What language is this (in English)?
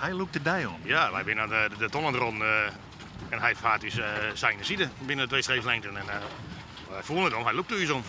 Western Frisian